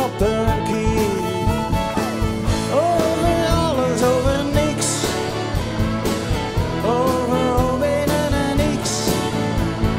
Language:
Dutch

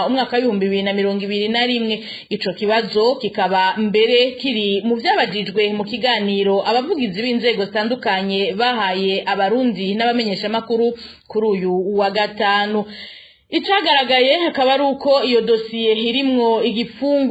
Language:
Rundi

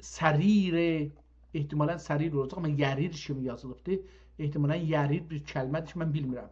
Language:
South Azerbaijani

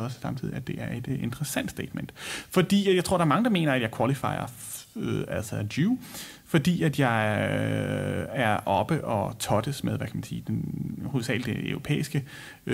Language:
Danish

